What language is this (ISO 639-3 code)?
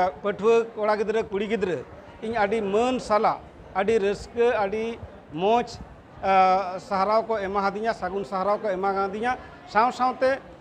sat